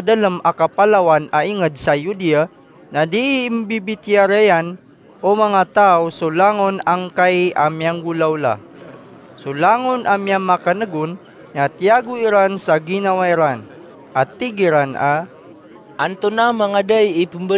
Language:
Maranao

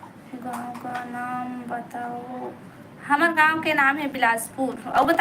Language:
Chhattisgarhi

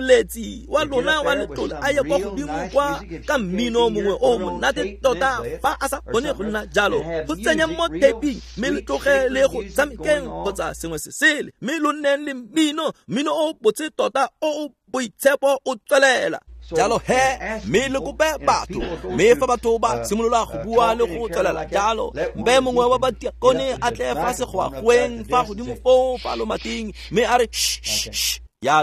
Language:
Tswana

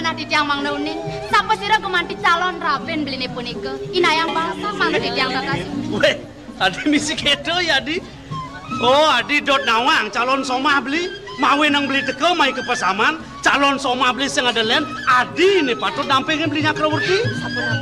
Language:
Balinese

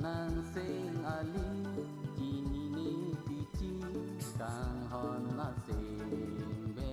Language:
Karbi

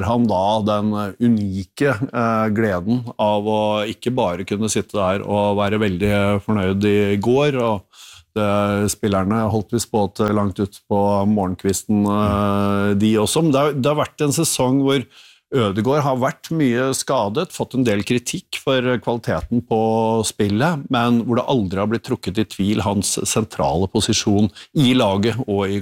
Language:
Norwegian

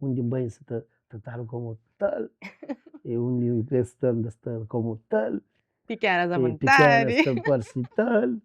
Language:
Kabuverdianu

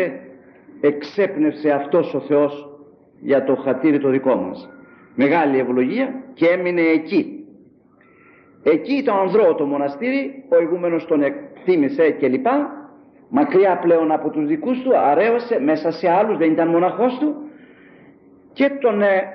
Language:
Greek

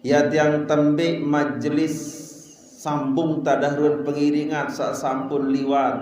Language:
Sasak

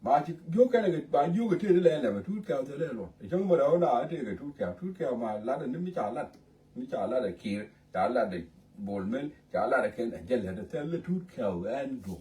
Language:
Nuer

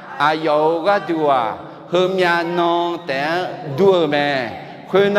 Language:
Akha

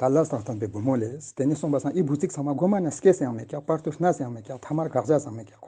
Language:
Ladakhi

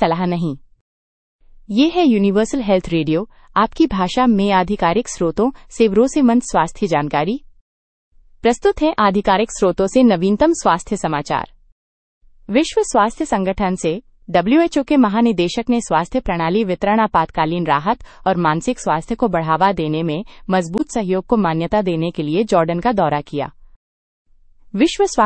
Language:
Hindi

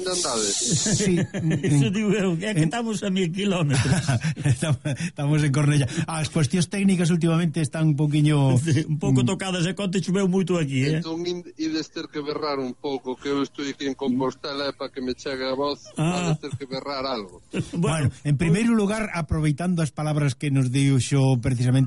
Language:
Galician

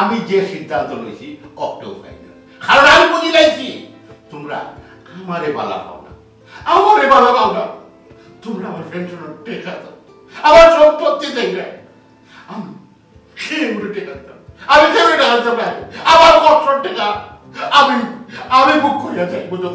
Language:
Sylheti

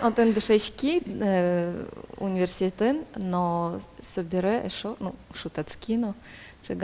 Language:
Udmurt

